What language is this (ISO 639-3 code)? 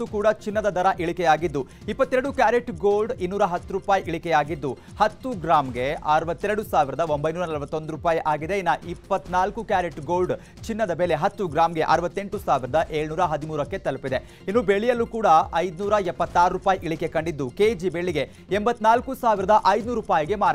kan